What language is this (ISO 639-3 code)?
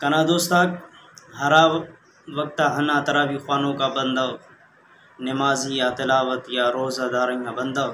brh